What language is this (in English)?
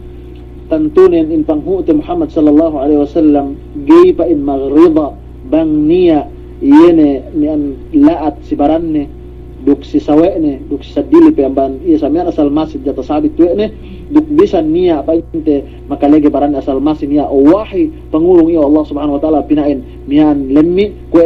Yakan